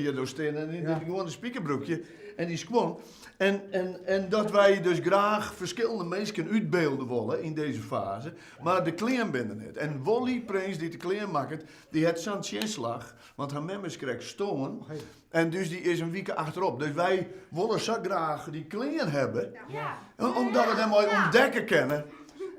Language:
Western Frisian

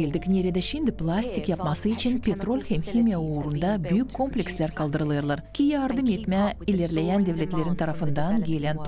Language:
Gagauz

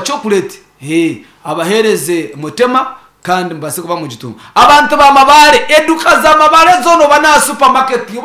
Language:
Nyankole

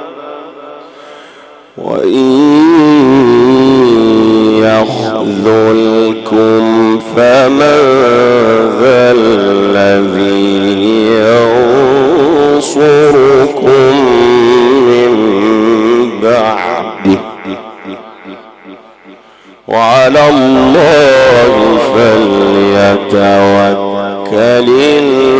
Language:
Arabic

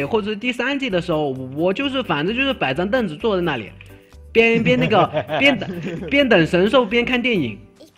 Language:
Chinese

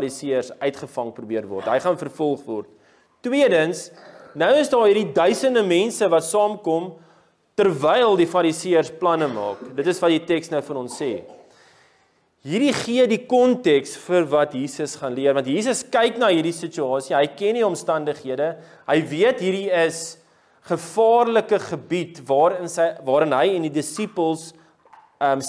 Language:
Afrikaans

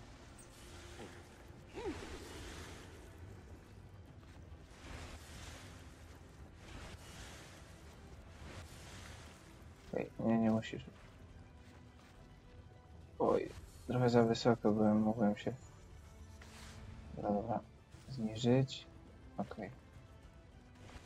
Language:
Polish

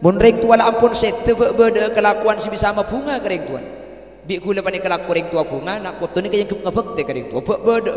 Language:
Madurese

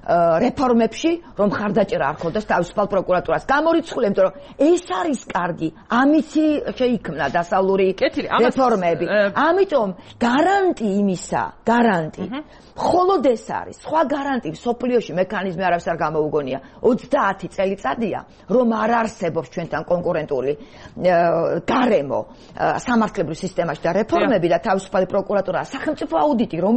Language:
Georgian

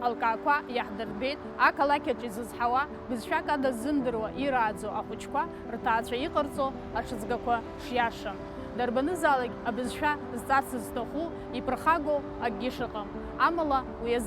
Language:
Abkhazian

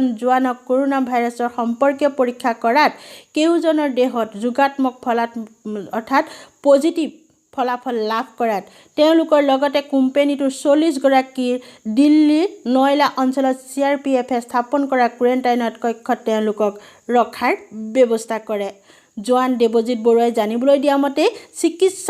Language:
Assamese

